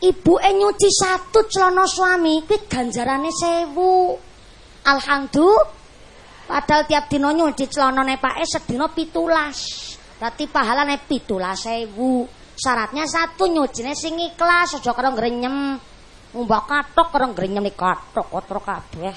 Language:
Javanese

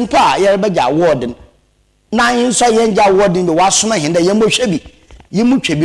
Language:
Akan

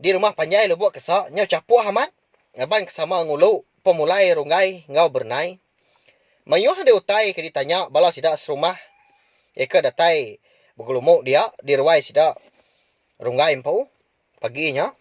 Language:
Iban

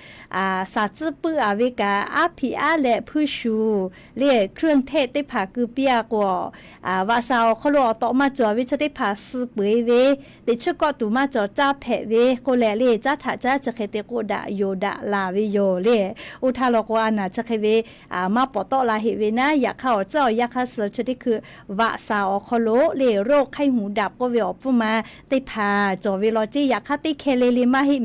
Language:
Lahu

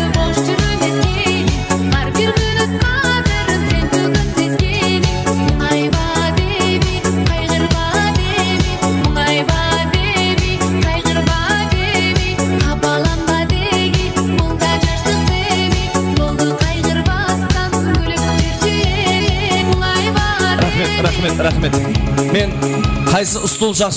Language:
Kara-Kalpak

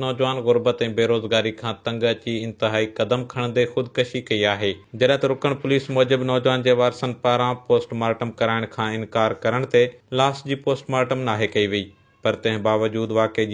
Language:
Sindhi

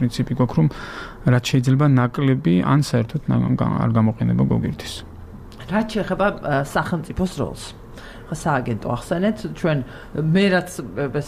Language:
Georgian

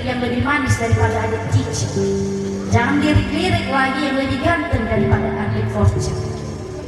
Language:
Nias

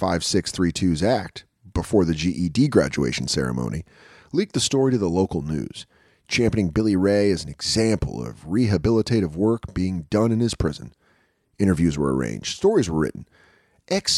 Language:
English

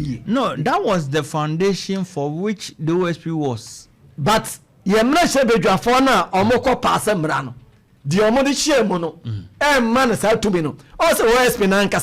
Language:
Akan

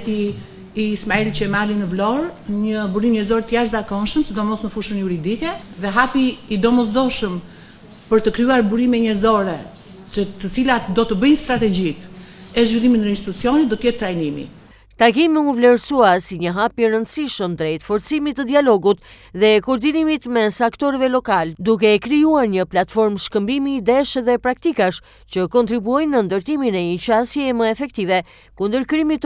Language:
Albanian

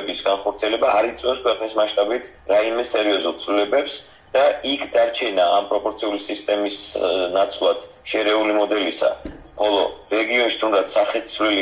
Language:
Georgian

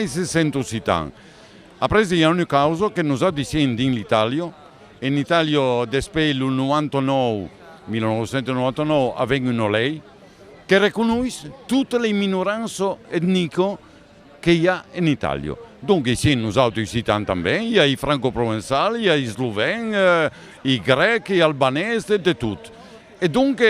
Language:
Occitan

